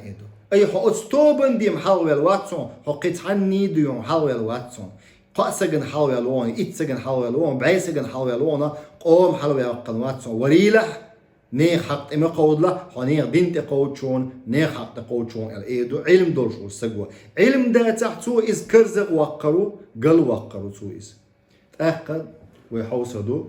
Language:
Chechen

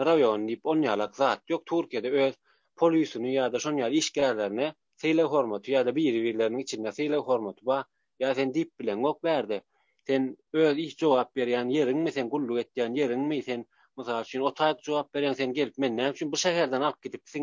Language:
Turkmen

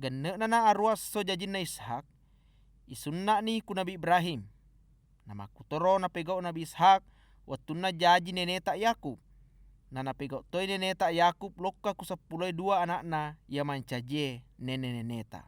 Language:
Buginese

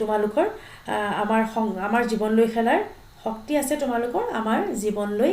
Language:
Assamese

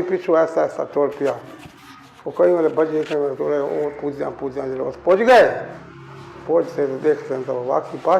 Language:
Saraiki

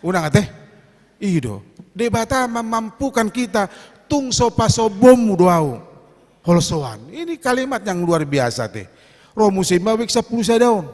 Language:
Batak Toba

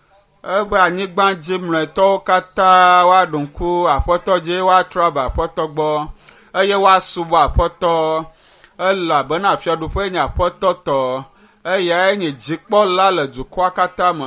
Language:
Ewe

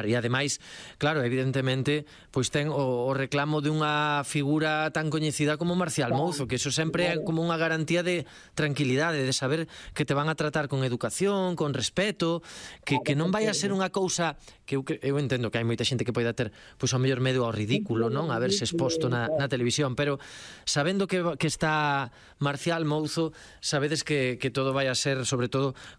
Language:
Galician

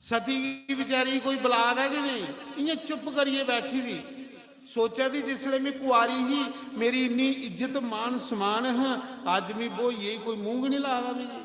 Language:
Dogri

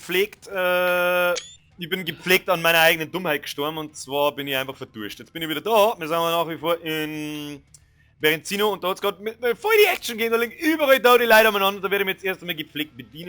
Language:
Bavarian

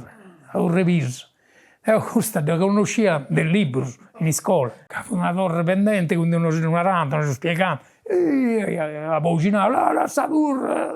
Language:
Sardinian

